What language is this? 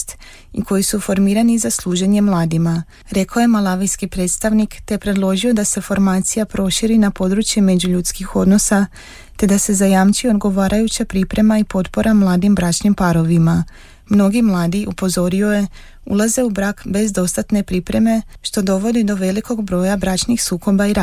Croatian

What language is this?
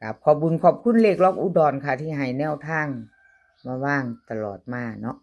Northeastern Thai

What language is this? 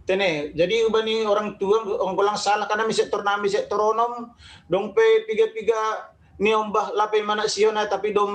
Batak Simalungun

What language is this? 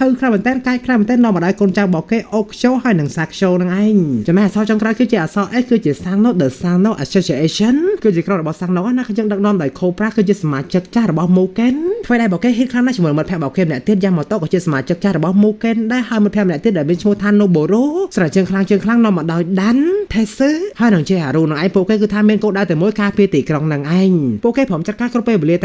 Khmer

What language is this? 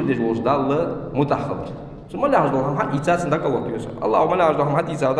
Ingush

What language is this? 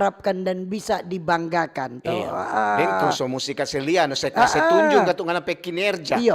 Manado Malay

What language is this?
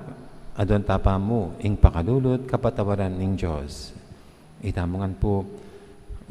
Pampanga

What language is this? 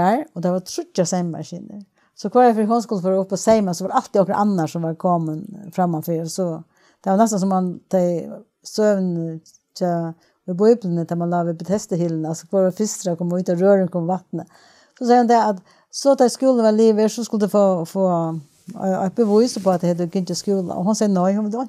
Faroese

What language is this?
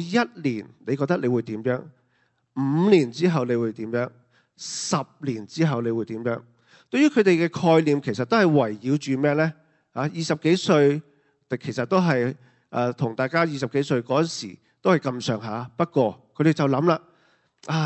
Cantonese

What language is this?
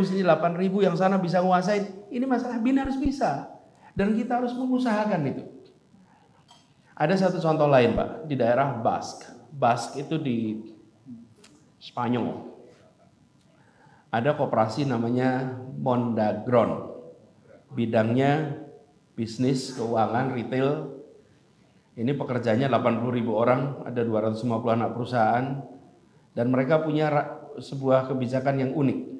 Indonesian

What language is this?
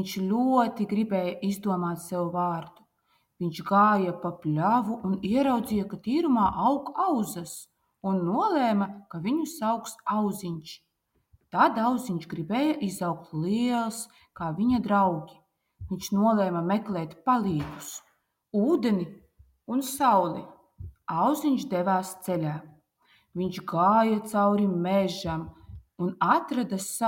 Latvian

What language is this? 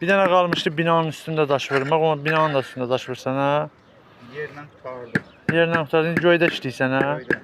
Azerbaijani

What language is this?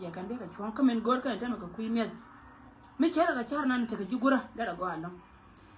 Nuer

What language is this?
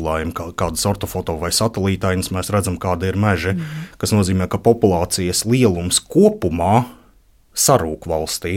Latvian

